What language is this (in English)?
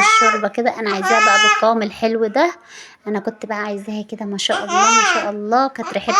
Egyptian Arabic